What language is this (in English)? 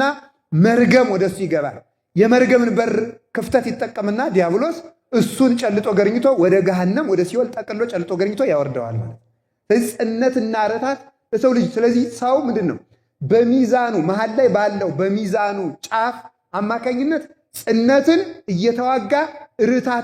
Amharic